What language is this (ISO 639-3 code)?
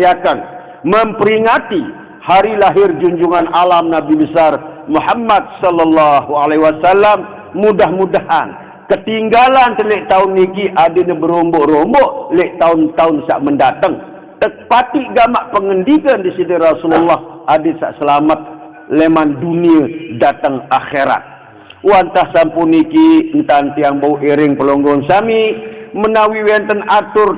sas